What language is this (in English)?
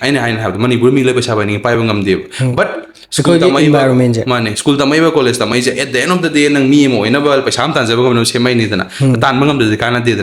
Manipuri